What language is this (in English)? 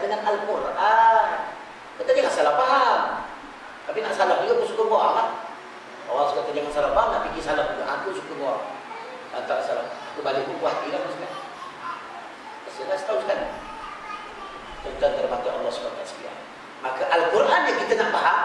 Malay